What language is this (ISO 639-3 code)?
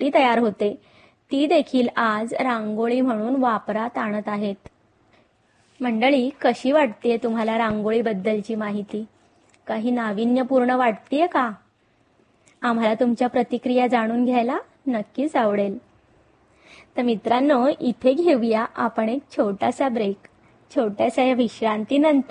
mar